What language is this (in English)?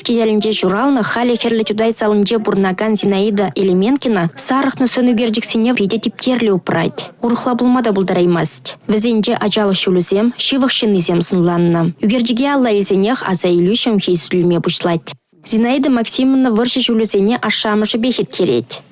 Chuvash